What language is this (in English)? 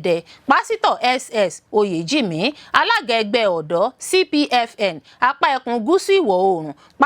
Yoruba